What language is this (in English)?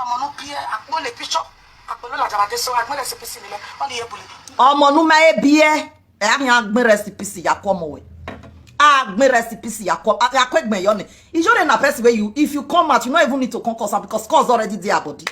Nigerian Pidgin